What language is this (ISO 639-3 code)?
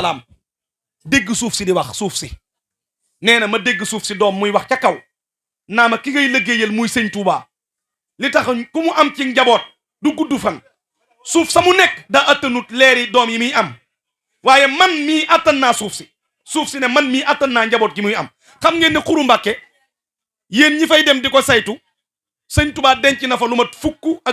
wol